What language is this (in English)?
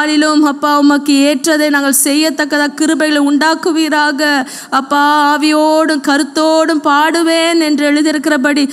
Tamil